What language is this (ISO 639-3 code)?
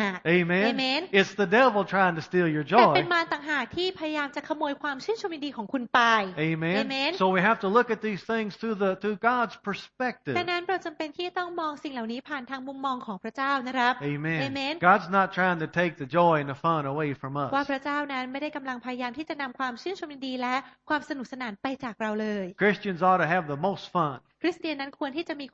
tha